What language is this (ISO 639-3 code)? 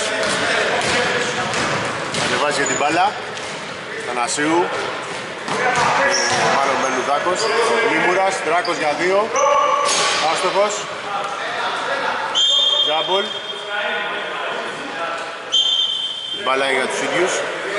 ell